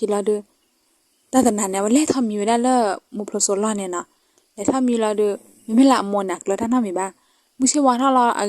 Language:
S'gaw Karen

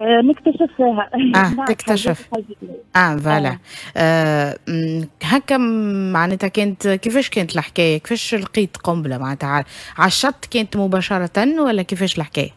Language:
Tunisian Arabic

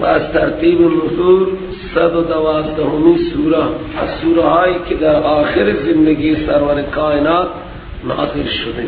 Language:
Persian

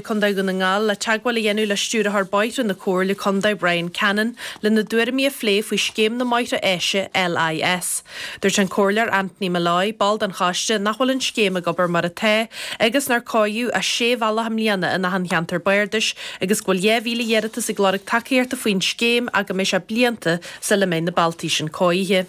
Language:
Irish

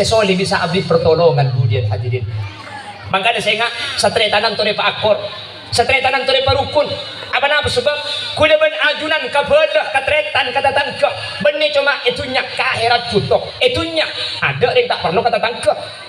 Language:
Madurese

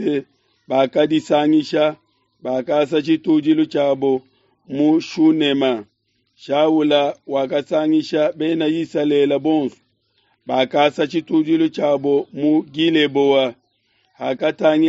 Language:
Luba-Lulua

